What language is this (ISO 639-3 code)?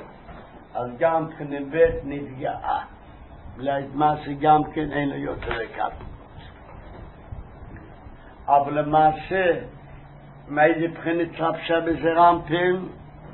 heb